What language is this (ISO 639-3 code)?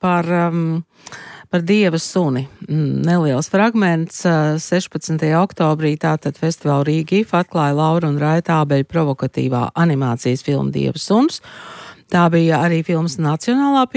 lav